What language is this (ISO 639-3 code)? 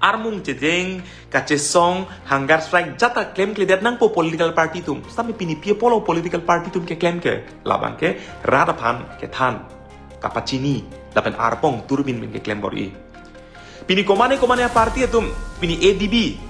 mjw